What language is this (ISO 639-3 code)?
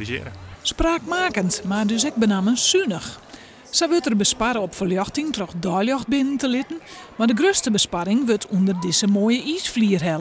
fry